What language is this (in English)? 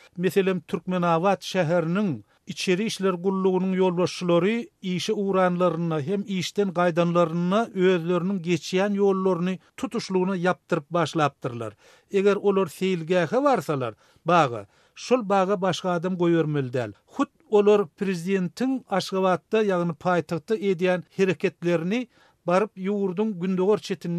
Turkmen